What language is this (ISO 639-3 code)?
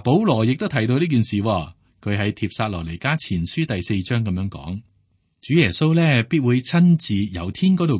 yue